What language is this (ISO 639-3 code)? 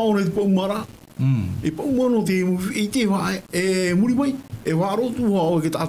tah